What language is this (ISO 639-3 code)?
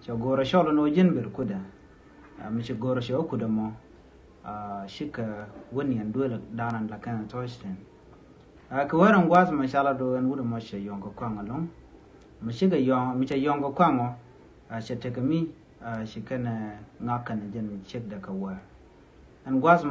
nus